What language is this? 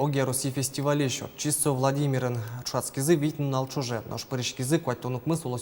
Udmurt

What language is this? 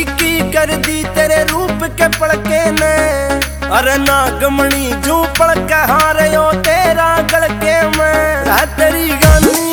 Haryanvi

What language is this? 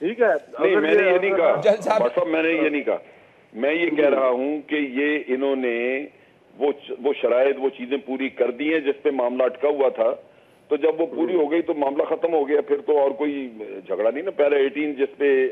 Urdu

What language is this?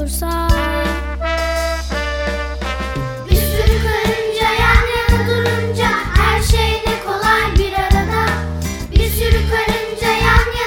Turkish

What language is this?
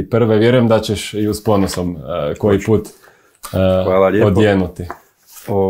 Croatian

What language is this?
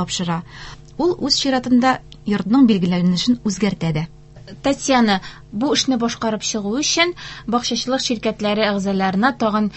Tatar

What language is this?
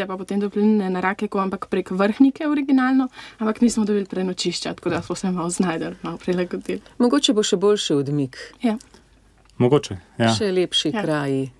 Slovenian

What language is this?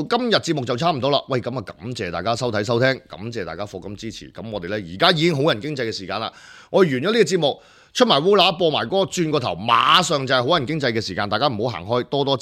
Cantonese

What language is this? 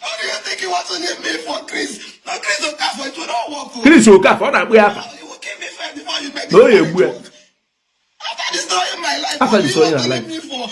Igbo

